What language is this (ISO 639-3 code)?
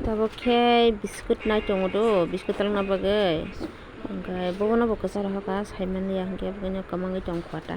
trp